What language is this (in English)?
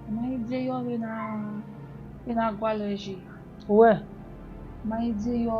Bini